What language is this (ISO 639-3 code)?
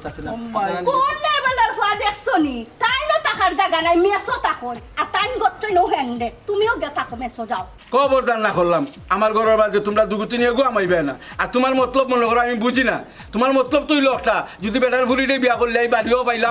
syl